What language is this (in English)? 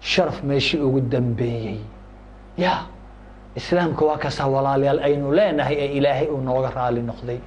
Somali